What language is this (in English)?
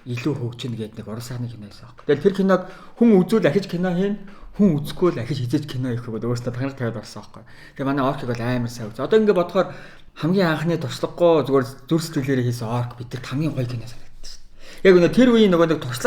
Mongolian